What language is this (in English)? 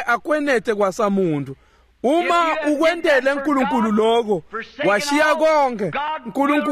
Swati